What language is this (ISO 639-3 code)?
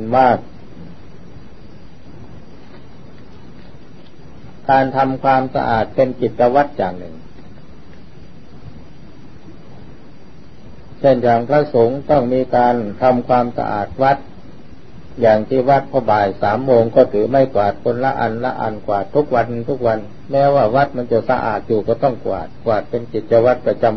tha